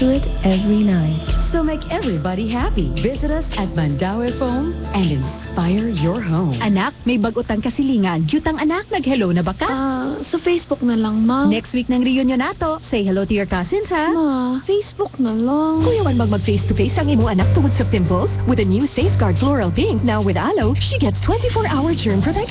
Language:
Cebuano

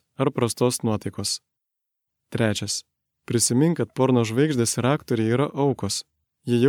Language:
Lithuanian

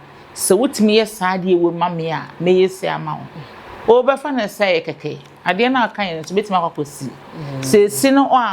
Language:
Akan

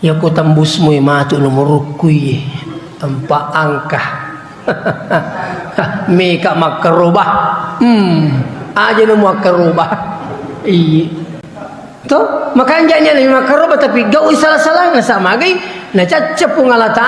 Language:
Buginese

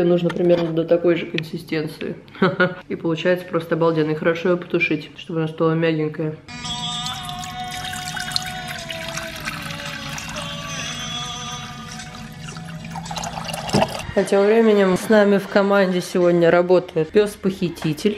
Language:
Russian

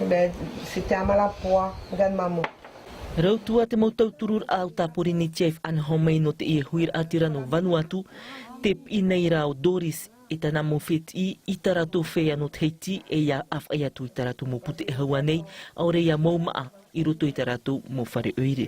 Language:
Tahitian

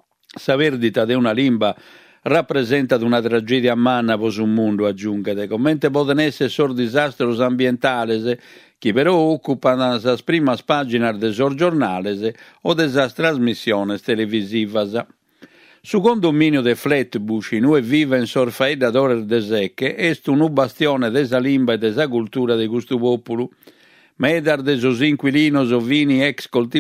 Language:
Sardinian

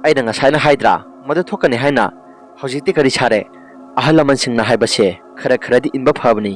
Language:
Manipuri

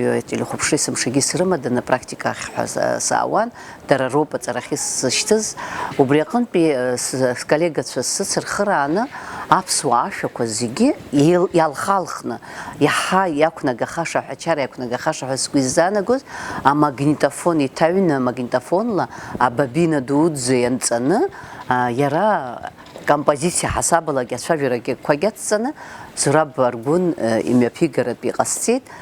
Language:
Abkhazian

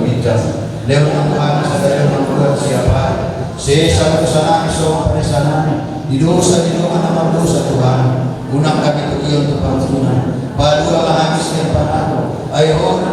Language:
Batak Toba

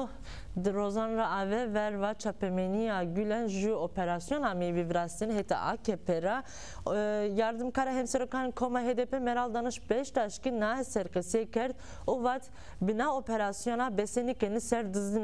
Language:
Zaza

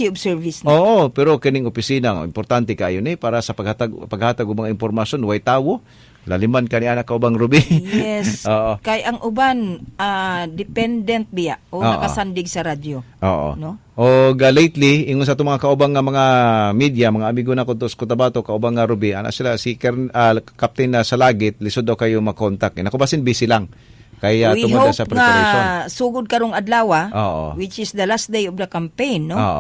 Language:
Cebuano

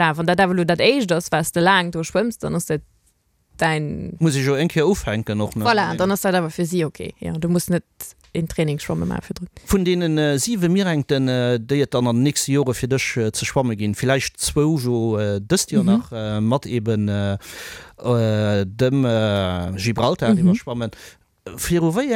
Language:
Luxembourgish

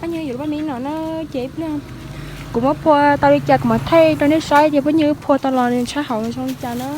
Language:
Hmong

